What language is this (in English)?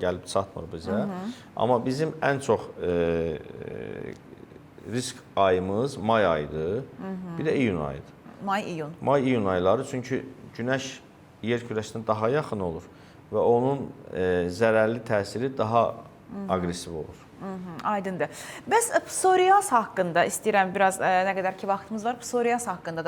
Azerbaijani